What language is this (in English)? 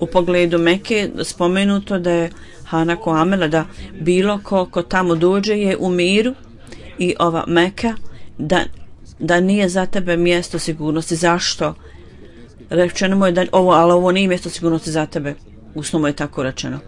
Bosnian